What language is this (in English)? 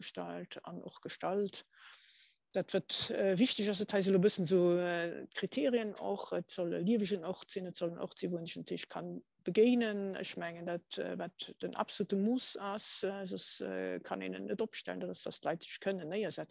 Luxembourgish